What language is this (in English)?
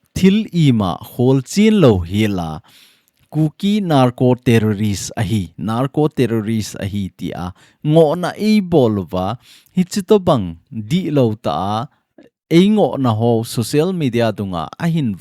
Thado Chin